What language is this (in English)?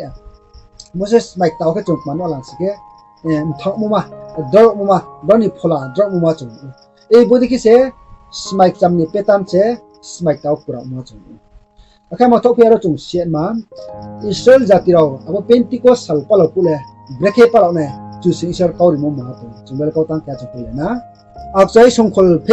Riang (India)